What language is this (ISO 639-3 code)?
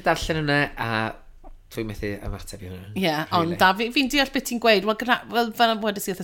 cym